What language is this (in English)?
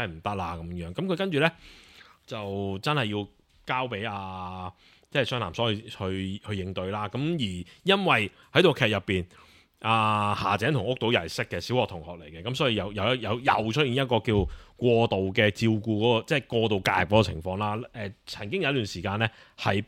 Cantonese